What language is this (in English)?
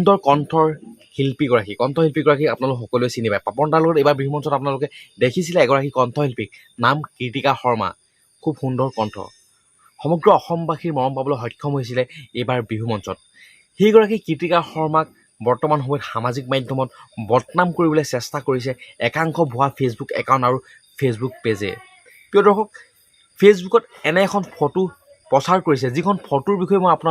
Assamese